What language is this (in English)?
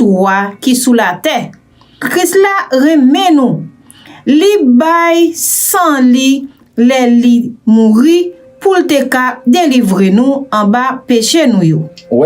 Haitian Creole